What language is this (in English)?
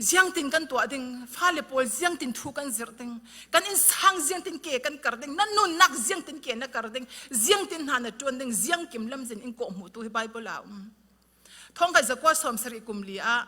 Falam Chin